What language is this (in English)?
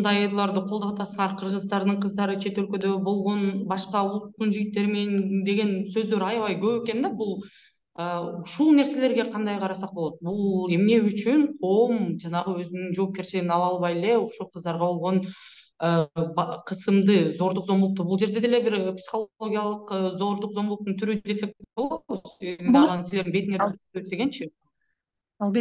Kyrgyz